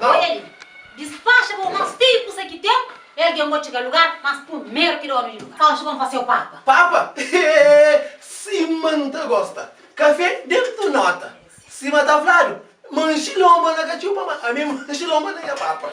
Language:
Kabuverdianu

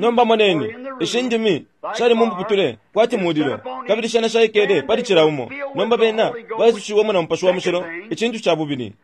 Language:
Bemba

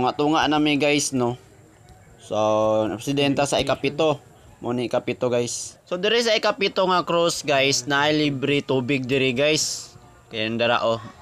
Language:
Cebuano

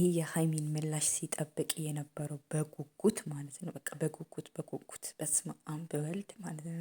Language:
Amharic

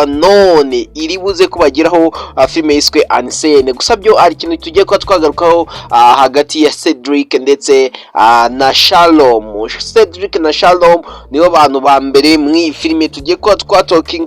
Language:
Kinyarwanda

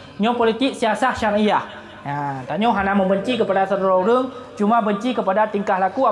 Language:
Achinese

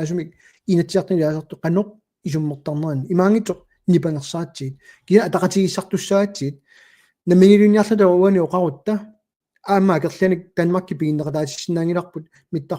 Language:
Kalaallisut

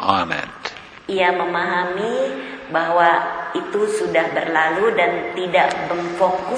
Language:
Indonesian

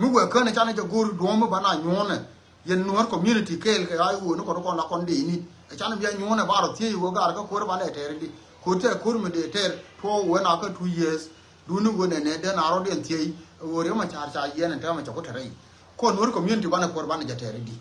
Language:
Nuer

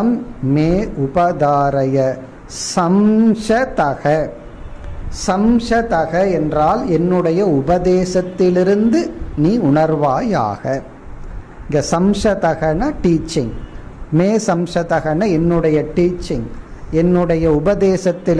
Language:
Tamil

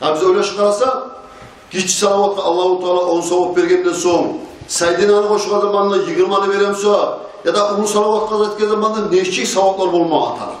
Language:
Kumyk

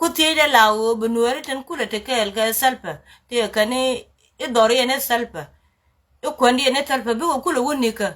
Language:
Nuer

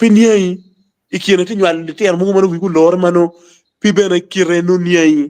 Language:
Acoli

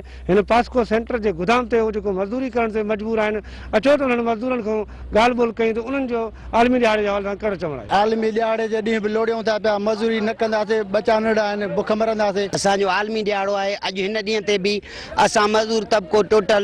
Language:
Sindhi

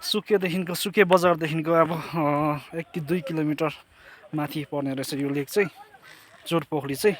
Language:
Nepali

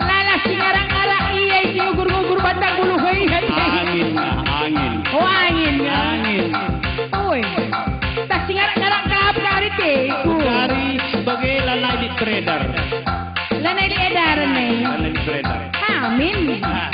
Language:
Batak Karo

